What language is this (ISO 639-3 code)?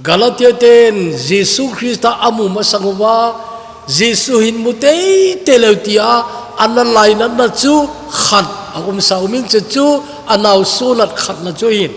tcz